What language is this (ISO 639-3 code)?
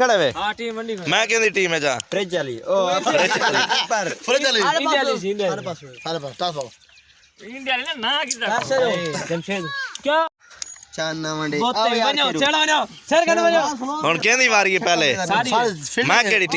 skr